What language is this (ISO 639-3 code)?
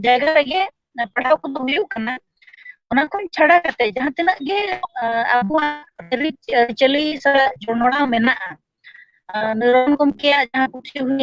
sat